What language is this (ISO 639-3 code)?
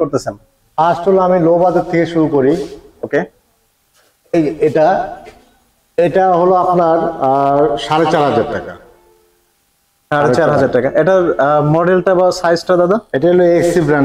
ben